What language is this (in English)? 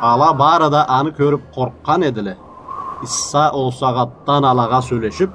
Karachay-Balkar